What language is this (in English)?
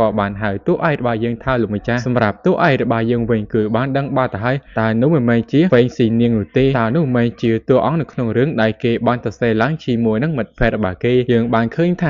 Khmer